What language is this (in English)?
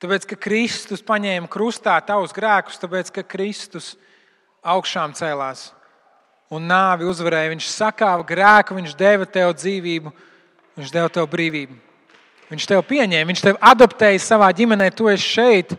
Latvian